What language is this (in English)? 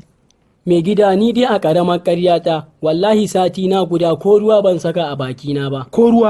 Hausa